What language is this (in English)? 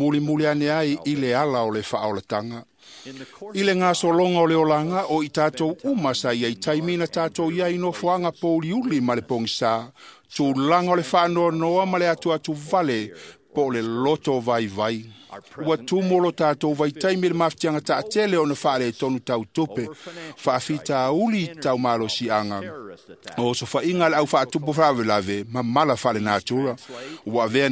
Samoan